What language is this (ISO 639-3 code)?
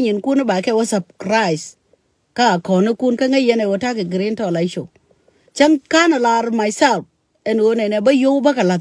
nus